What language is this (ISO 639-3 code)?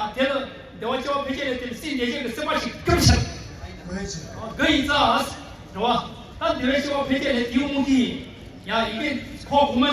bod